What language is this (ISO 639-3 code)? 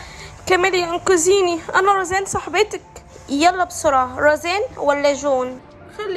arz